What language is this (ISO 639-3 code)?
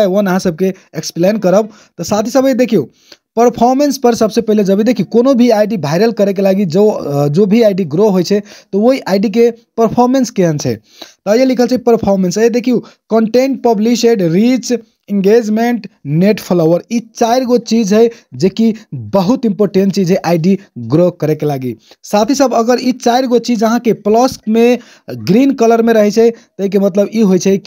mai